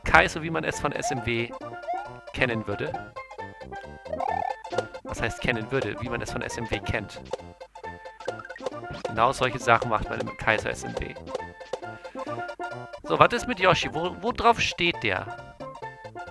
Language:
German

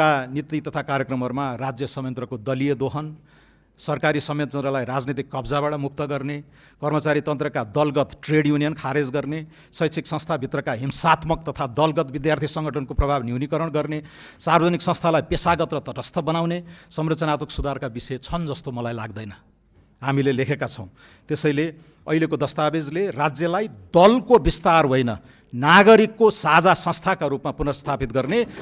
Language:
Nepali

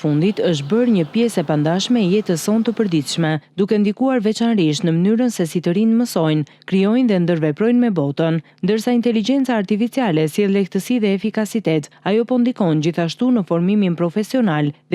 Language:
Albanian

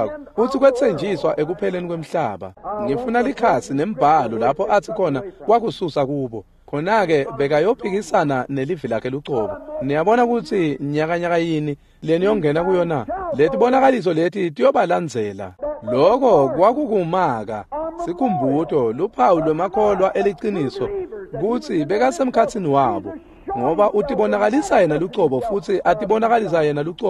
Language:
Swati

